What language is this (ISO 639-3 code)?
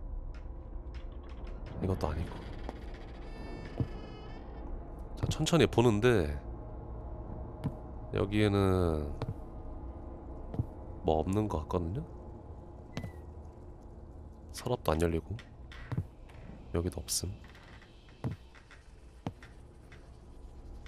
kor